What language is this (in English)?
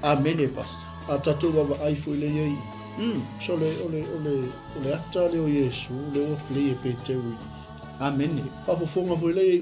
Samoan